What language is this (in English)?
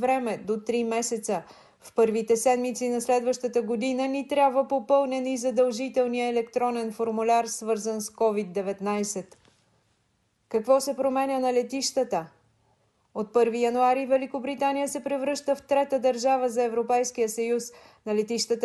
Bulgarian